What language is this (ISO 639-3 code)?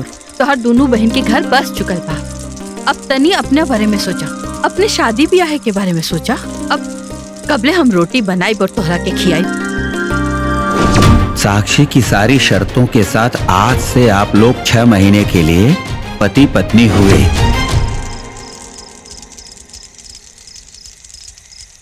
bho